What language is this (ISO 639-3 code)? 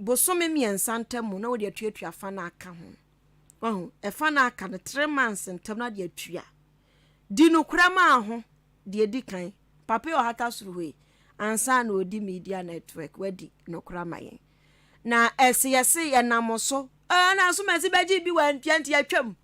aka